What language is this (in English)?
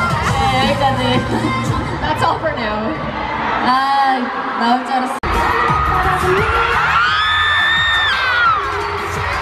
Korean